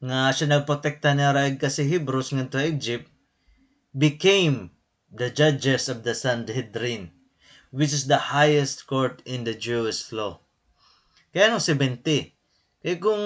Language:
Waray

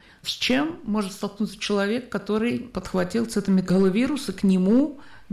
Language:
Russian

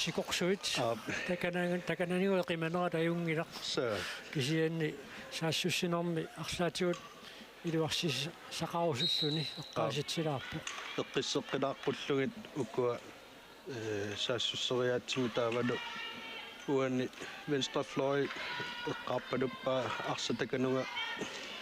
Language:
Kalaallisut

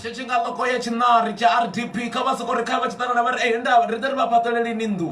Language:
Venda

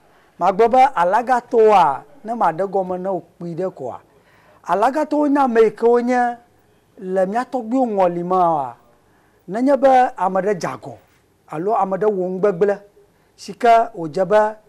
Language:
Ewe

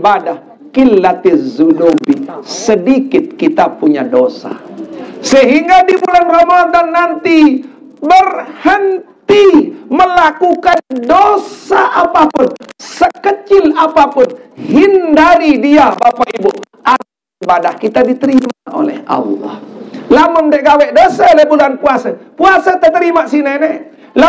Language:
Sasak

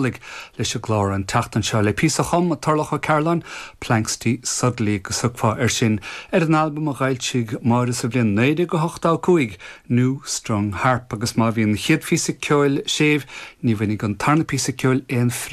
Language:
Irish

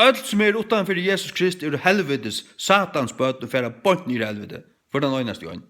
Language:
Faroese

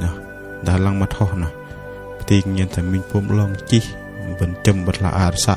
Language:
Bahnar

